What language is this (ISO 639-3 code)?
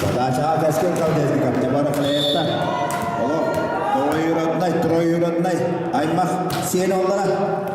sah